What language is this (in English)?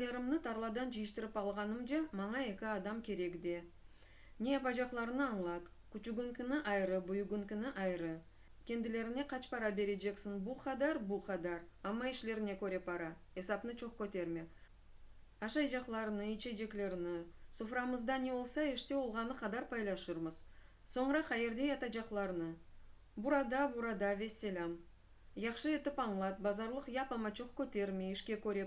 Crimean Tatar